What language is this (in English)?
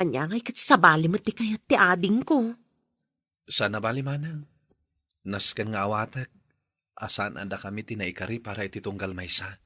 Iloko